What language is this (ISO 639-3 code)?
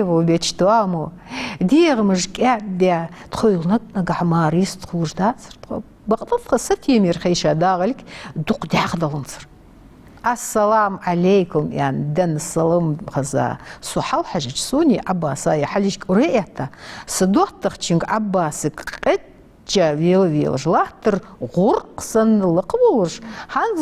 inh